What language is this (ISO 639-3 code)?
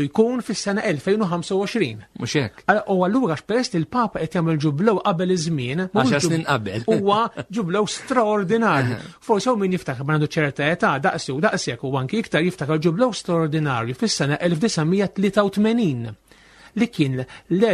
mlt